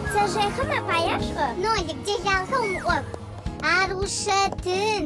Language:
Adyghe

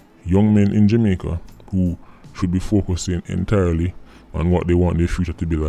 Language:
Jamaican Creole English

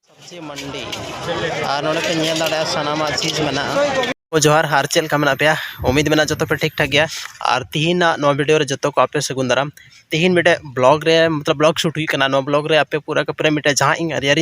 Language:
Santali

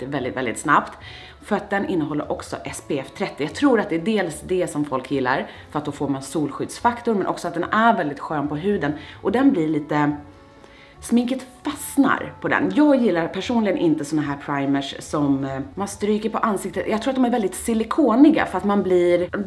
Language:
Swedish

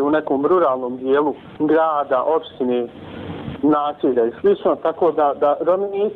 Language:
Bosnian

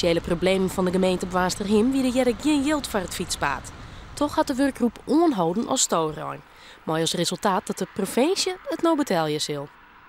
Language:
Western Frisian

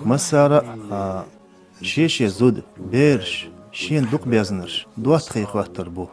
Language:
Chechen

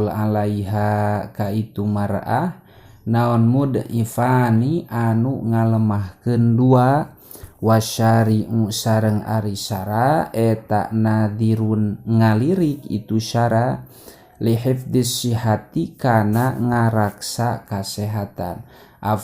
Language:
Sundanese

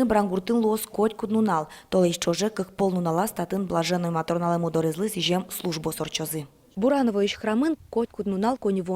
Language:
Udmurt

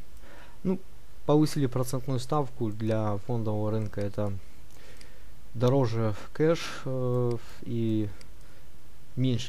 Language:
Russian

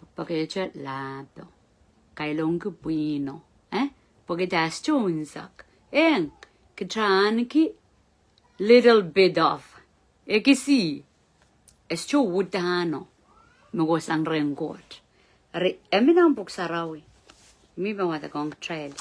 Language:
Pohnpeian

